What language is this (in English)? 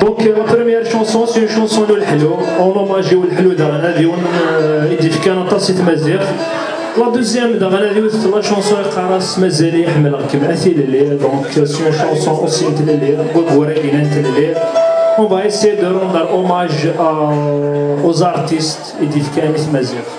Kabyle